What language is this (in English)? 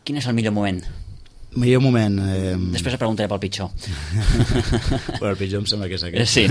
Catalan